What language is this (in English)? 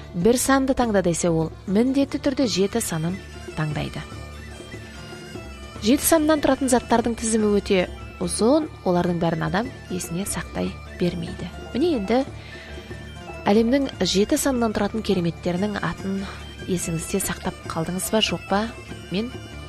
Kazakh